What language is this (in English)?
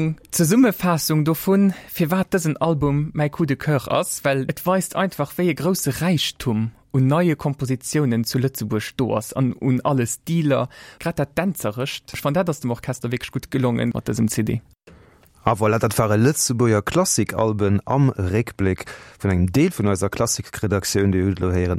Luxembourgish